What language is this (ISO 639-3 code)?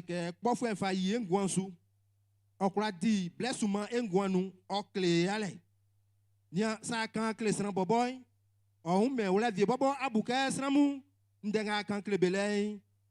bci